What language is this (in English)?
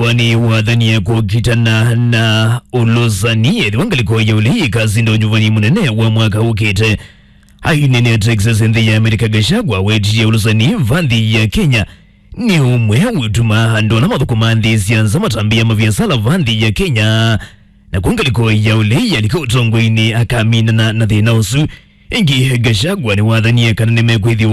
Kamba